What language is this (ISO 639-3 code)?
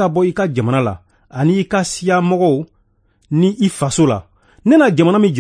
bam